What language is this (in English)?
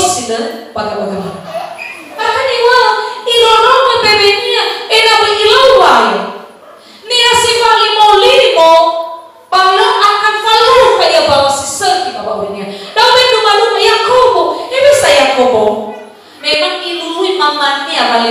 Nias